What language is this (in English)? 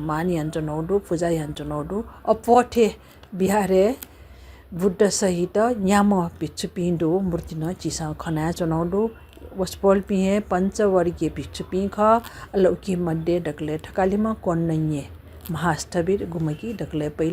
Newari